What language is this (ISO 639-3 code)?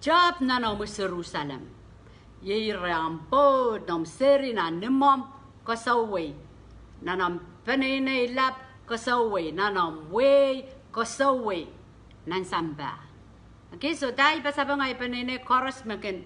pon